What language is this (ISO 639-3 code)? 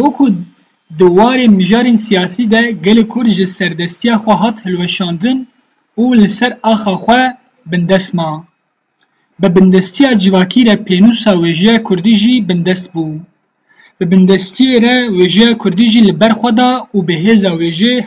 kur